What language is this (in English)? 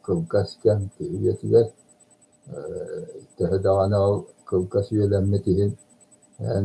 Yakut